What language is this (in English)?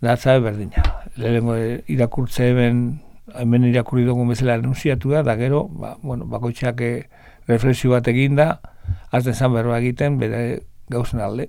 Basque